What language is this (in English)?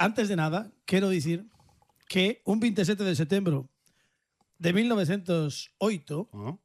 Galician